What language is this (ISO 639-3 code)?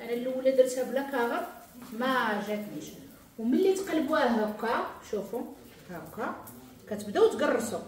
ary